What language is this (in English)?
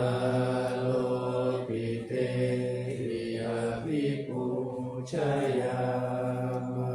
Pali